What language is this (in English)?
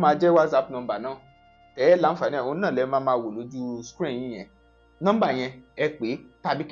Yoruba